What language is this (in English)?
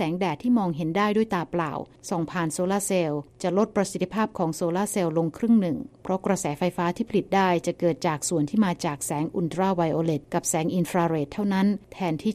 Thai